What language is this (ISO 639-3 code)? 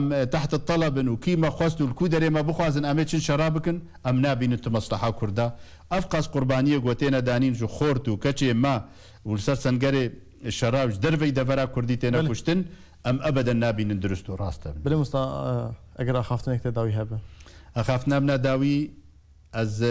kur